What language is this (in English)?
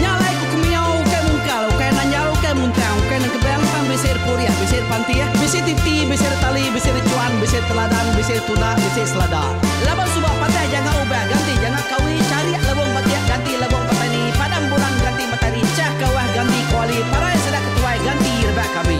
Iban